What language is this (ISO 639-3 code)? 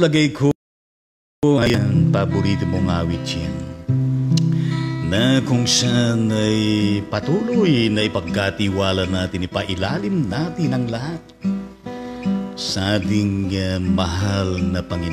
fil